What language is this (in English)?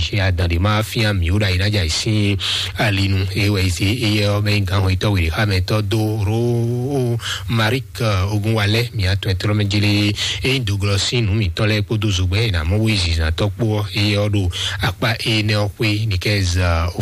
Fon